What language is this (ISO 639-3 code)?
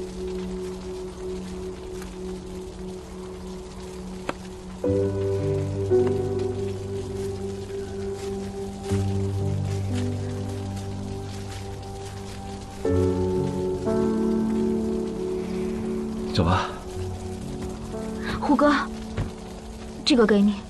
zho